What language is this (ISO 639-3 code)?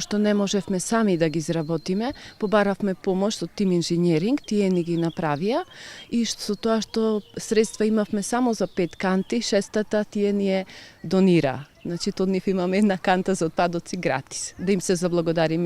mkd